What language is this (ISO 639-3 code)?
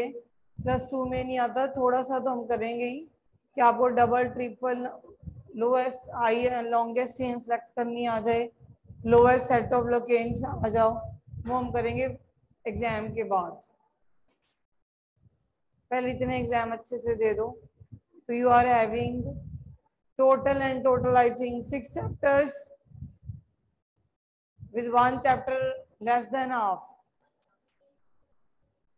hin